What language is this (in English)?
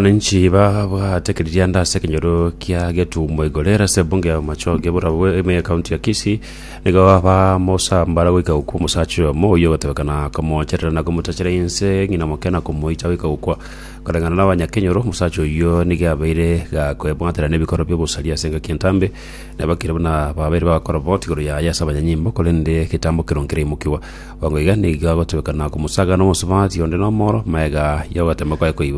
Gusii